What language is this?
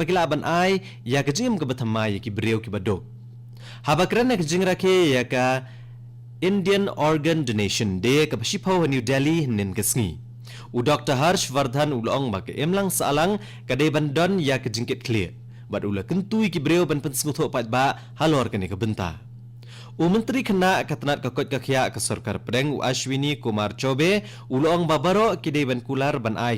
Khasi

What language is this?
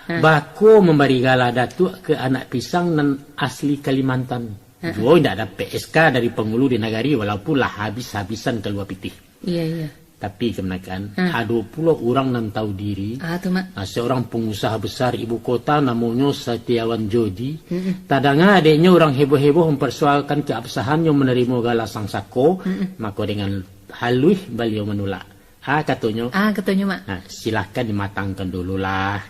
Minangkabau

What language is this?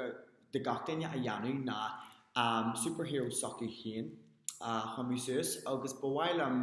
Irish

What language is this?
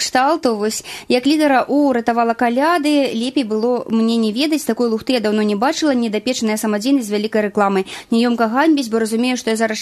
Belarusian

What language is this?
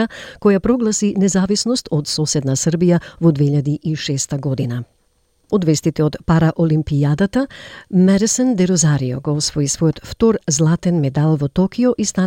Macedonian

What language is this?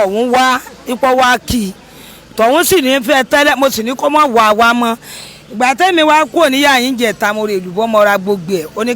Yoruba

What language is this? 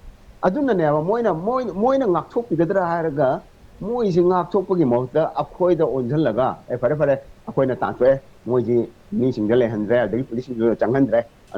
Manipuri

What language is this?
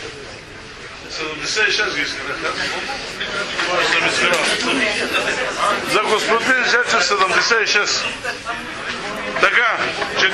Bulgarian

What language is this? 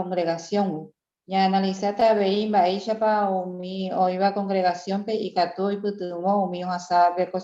Guarani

